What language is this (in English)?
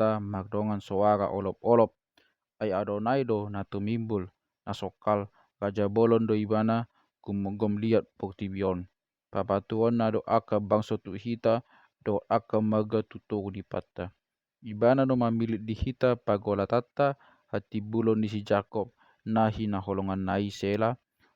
Batak Toba